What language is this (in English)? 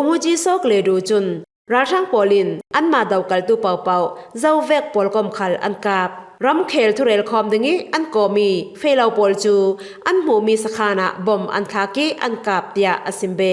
Falam Chin